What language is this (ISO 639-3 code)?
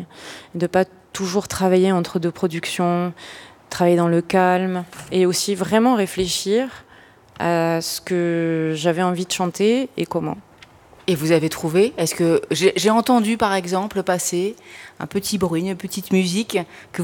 fra